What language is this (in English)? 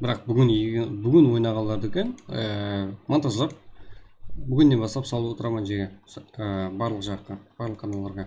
Kara-Kalpak